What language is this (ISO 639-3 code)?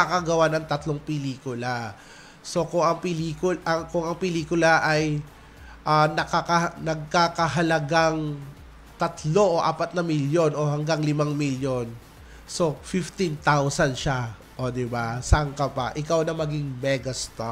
fil